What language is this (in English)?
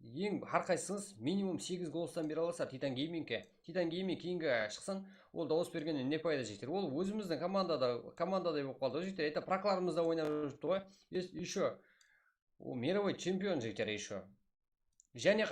Kara-Kalpak